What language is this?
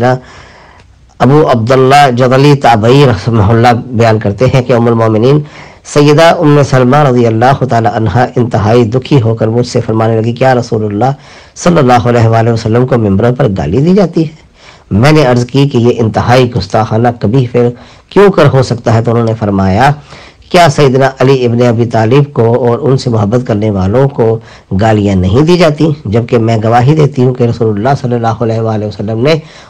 Urdu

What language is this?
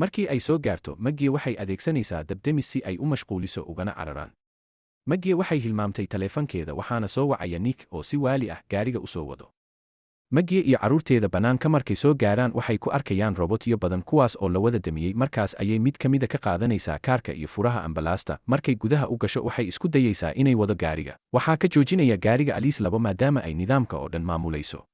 Somali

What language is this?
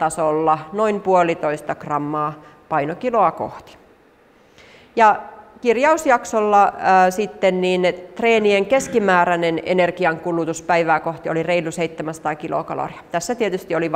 Finnish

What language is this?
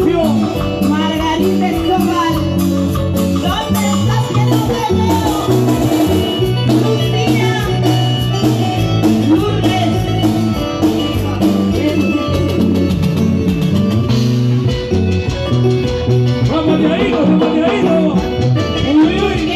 Spanish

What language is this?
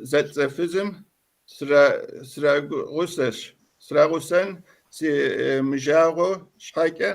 Kabardian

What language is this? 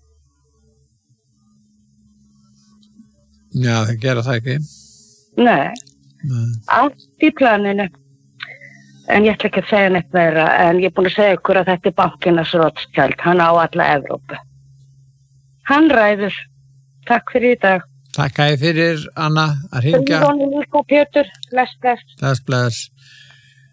Icelandic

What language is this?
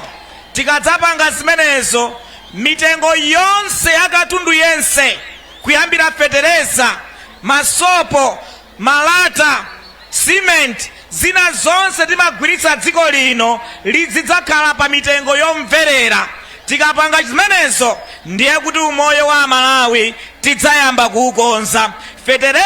Nyanja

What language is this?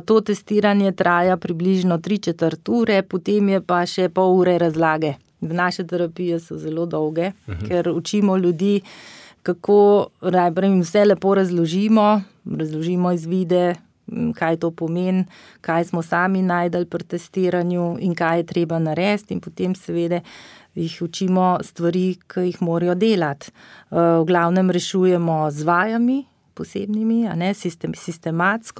Slovenian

